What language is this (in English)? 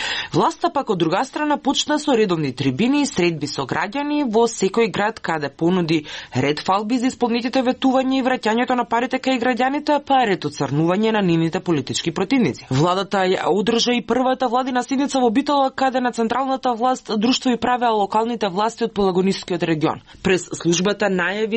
Macedonian